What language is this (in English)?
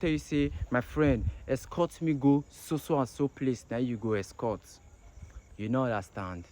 Nigerian Pidgin